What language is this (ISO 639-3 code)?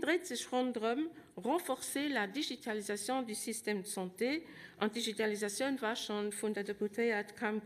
ltz